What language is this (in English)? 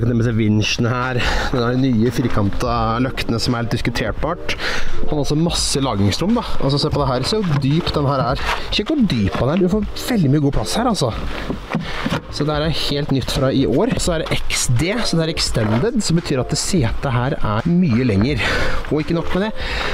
Norwegian